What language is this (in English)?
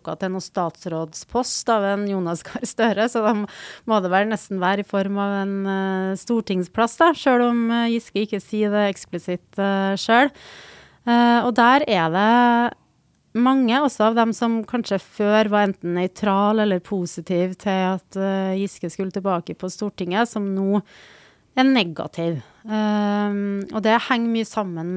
Norwegian